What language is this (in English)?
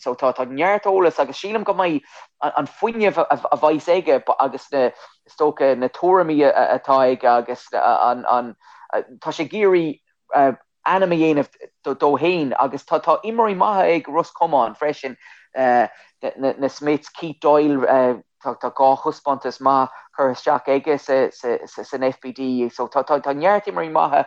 Irish